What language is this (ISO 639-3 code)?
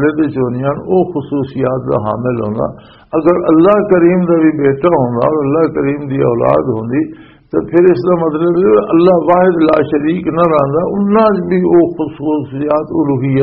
lah